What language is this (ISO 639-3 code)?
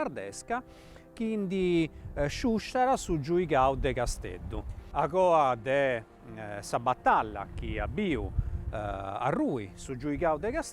srd